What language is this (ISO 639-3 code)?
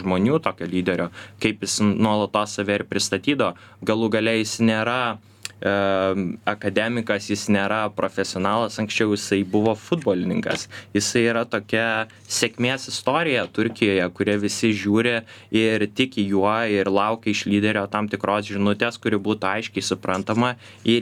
lit